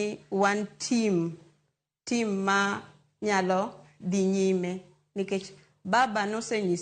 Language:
Luo (Kenya and Tanzania)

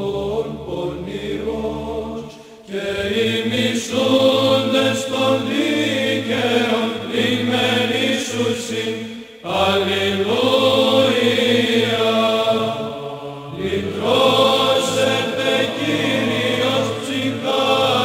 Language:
Greek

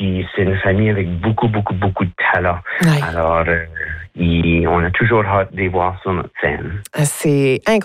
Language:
French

